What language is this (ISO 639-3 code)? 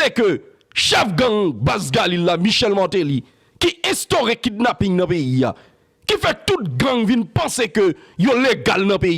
hat